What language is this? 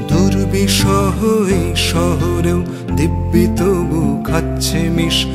Bangla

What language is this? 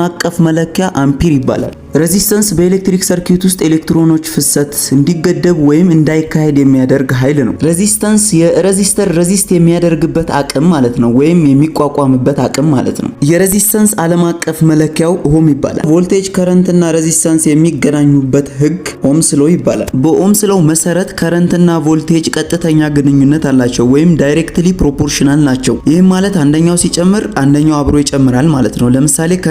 Amharic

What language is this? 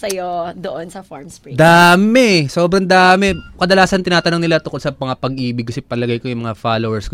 Filipino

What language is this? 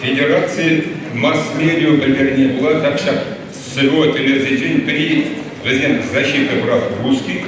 Chuvash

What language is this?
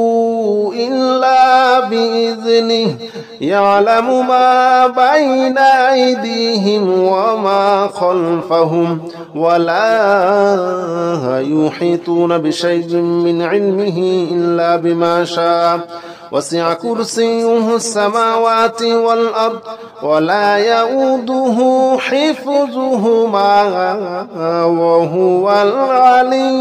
Arabic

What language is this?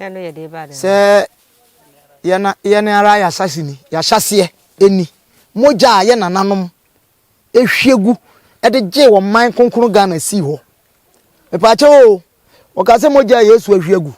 Akan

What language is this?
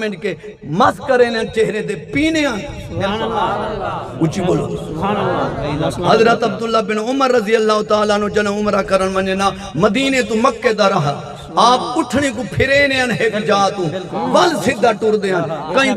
Saraiki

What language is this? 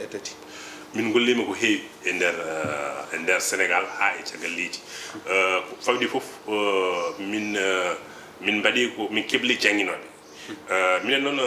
Fula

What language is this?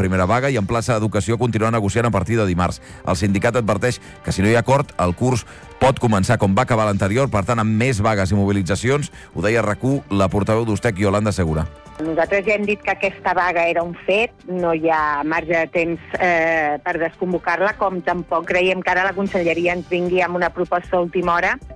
Catalan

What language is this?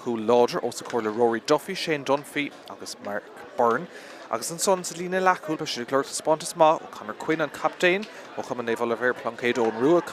Irish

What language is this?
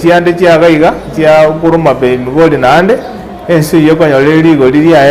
Gusii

